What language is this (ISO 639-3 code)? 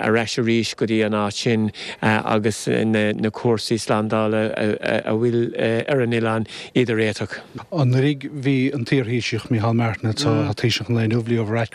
gle